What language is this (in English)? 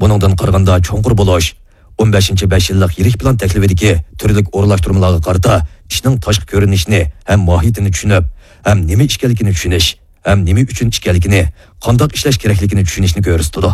Uyghur